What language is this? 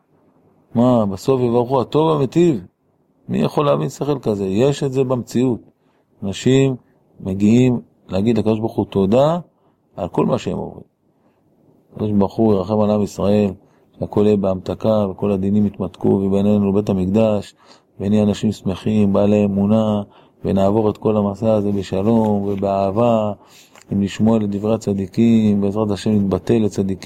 Hebrew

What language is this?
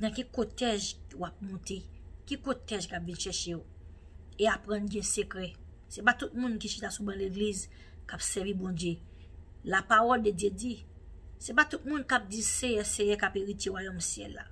Haitian Creole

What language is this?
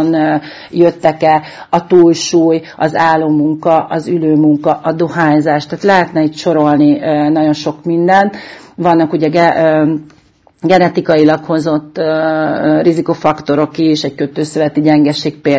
Hungarian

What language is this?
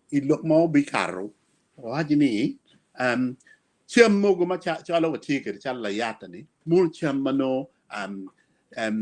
Acoli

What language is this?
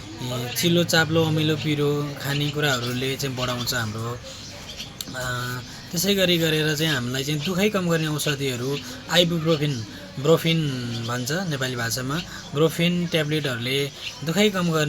Nepali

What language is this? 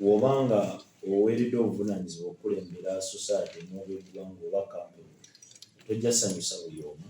Ganda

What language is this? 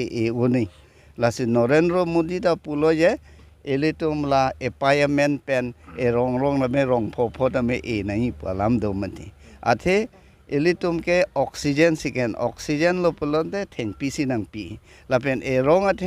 Karbi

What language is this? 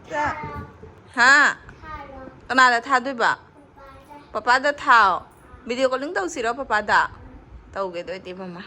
Manipuri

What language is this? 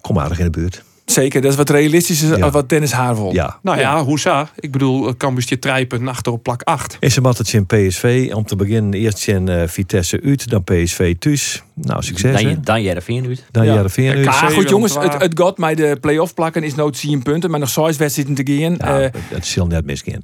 Western Frisian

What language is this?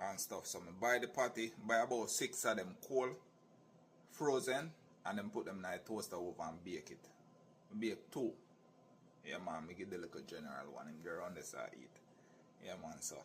Jamaican Creole English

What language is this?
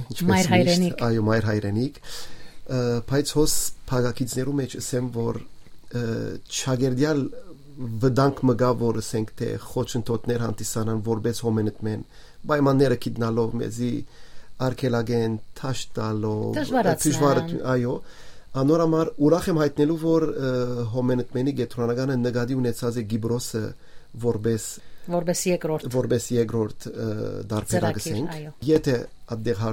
Western Armenian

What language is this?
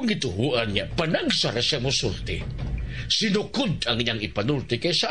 Cebuano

